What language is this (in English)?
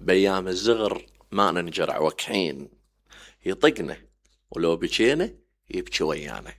Mesopotamian Arabic